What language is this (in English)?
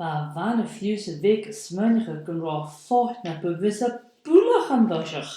Scottish Gaelic